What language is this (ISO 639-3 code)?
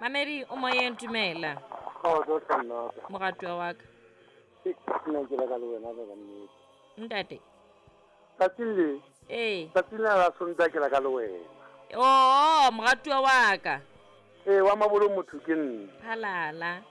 sot